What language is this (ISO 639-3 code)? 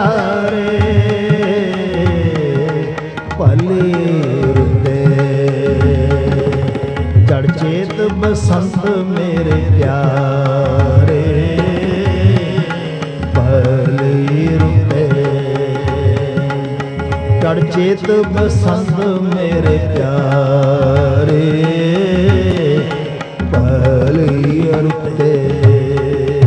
pan